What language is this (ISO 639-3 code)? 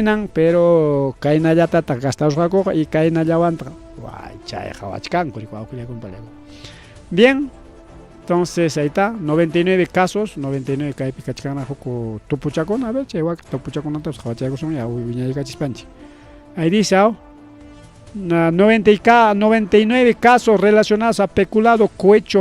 quy